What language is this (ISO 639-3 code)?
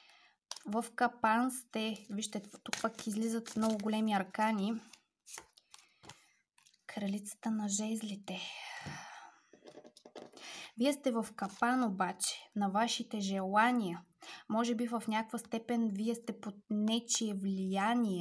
bul